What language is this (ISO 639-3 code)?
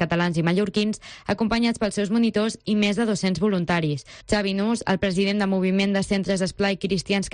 cat